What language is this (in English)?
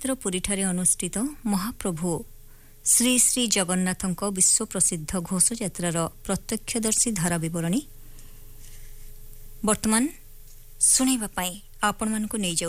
Odia